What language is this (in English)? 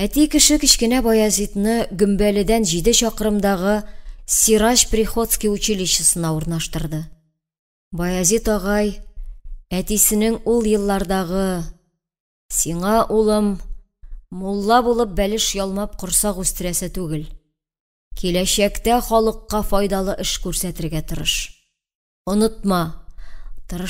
Tatar